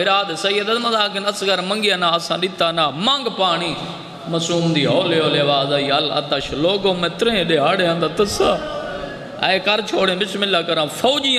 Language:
Saraiki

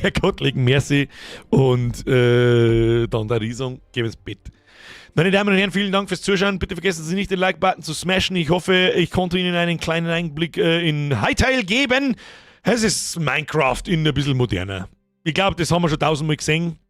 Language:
Bavarian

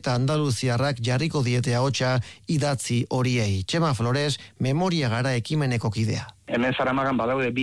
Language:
Basque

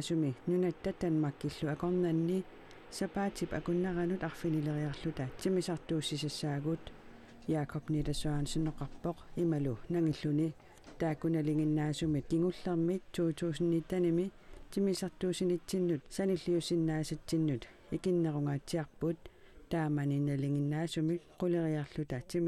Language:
Kalaallisut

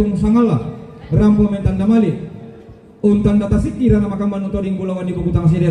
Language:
Toraja-Sa'dan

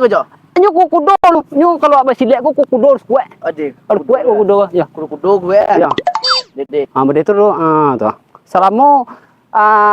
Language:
Minangkabau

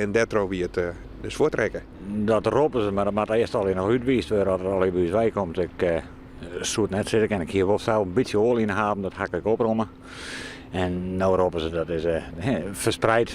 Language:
Western Frisian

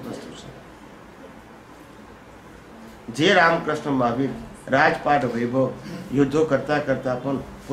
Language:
Gujarati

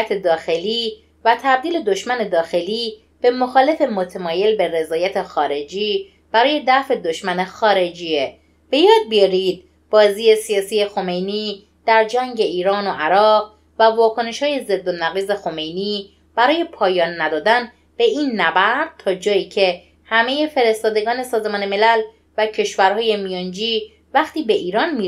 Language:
Persian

